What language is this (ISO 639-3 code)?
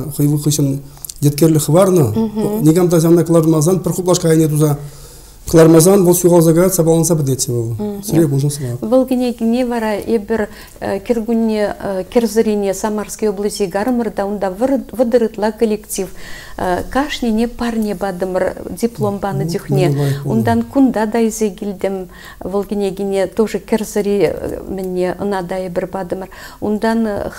chv